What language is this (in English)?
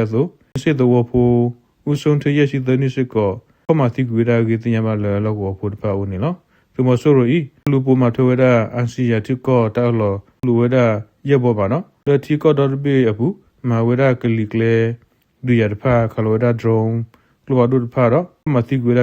S'gaw Karen